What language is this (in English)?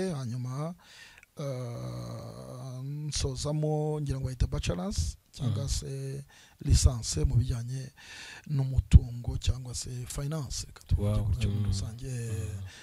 Kinyarwanda